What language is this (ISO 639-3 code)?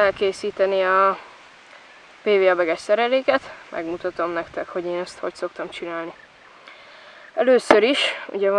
hun